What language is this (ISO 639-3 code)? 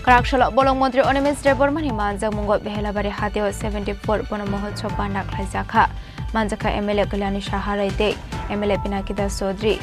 trp